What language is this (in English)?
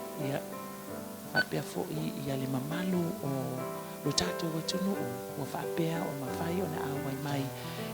Samoan